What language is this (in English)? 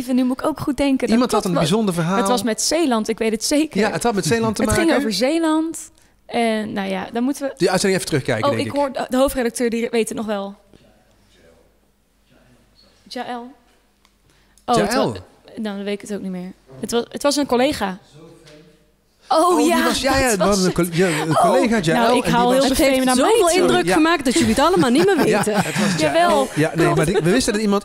Dutch